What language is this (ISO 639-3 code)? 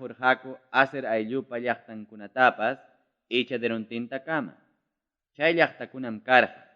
quy